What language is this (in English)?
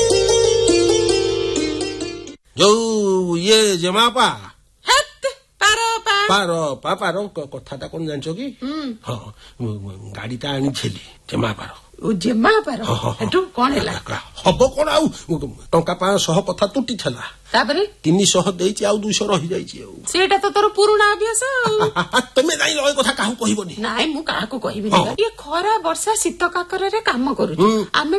Odia